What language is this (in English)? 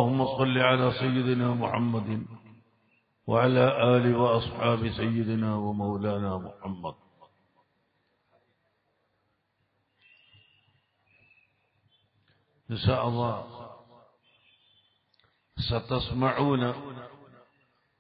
Malayalam